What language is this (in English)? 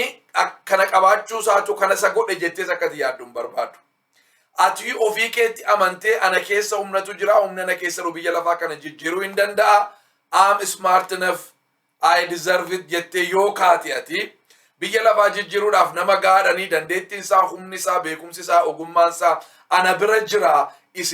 Oromo